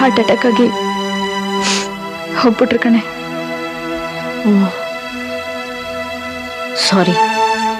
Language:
Kannada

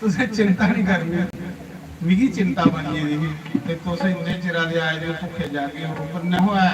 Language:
Dogri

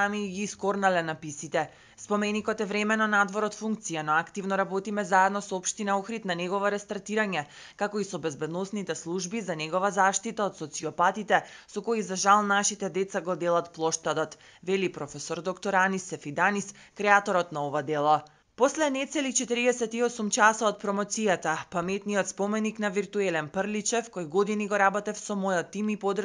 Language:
Macedonian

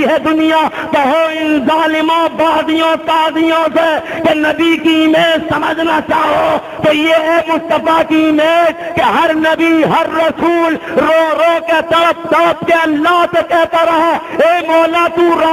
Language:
Urdu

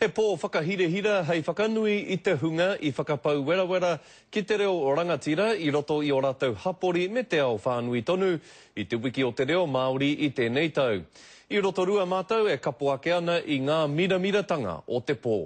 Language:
Māori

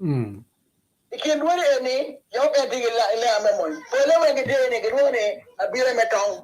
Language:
Acoli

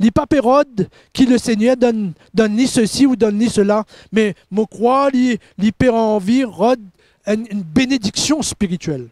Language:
Morisyen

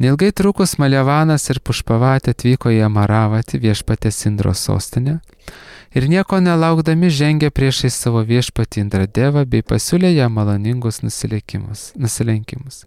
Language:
Lithuanian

